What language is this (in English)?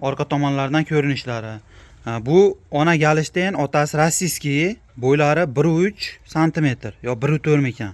Uzbek